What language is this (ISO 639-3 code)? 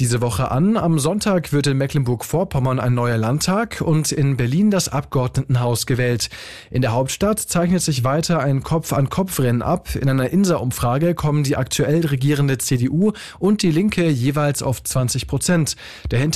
deu